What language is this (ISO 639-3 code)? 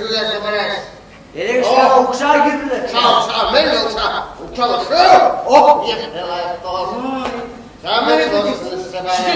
chv